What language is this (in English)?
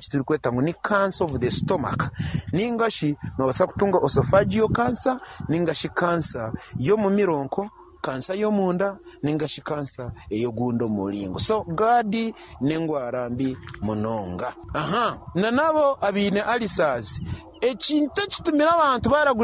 Nyankole